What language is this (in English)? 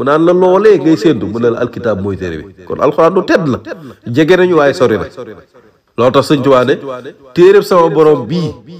Wolof